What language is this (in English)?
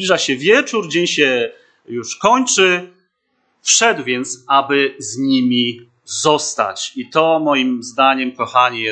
Polish